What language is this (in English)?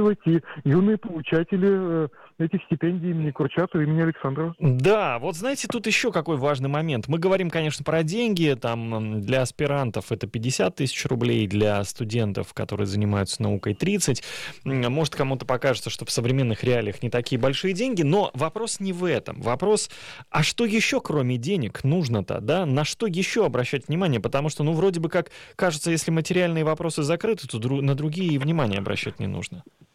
Russian